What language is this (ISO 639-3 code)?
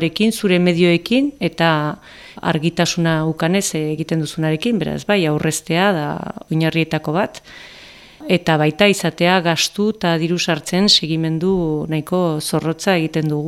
eus